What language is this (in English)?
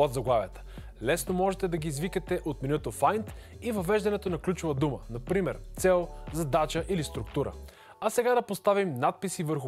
Bulgarian